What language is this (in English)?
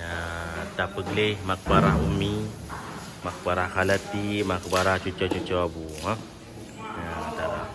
Achinese